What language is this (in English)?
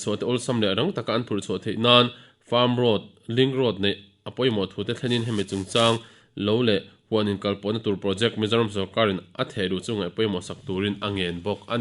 Mizo